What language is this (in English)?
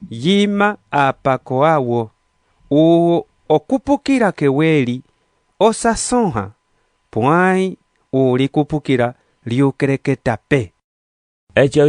Umbundu